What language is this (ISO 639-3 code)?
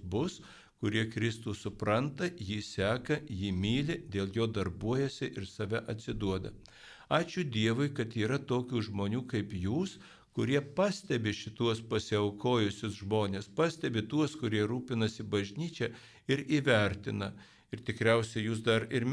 lit